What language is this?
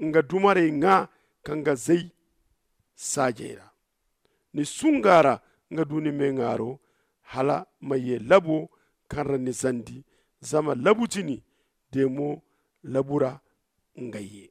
Zarma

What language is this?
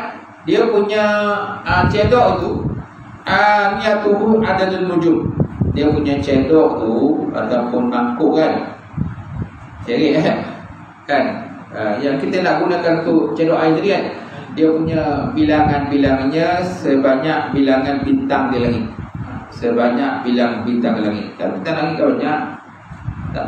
Malay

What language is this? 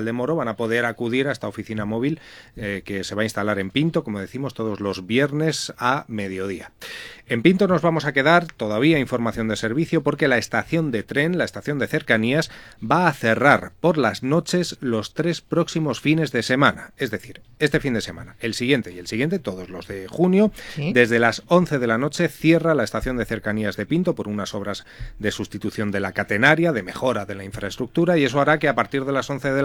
Spanish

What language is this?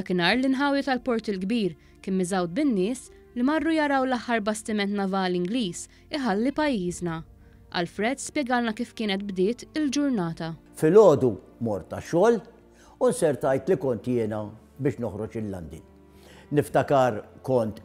Maltese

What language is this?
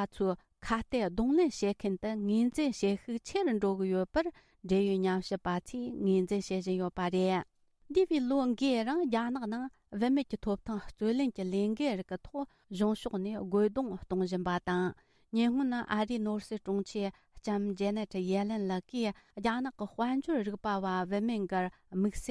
Tibetan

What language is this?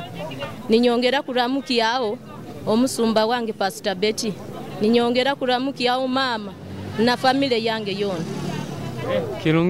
Nyoro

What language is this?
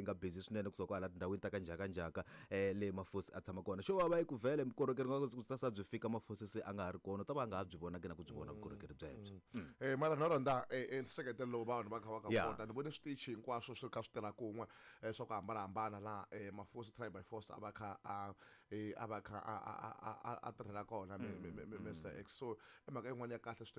Tsonga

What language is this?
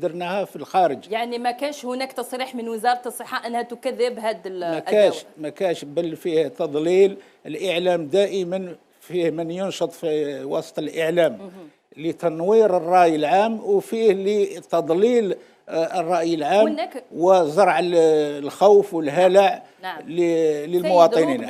Algerian Arabic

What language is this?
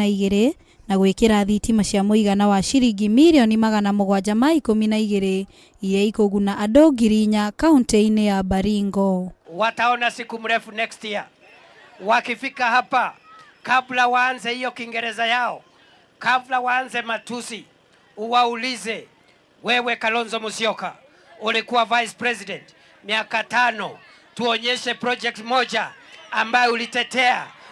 Kikuyu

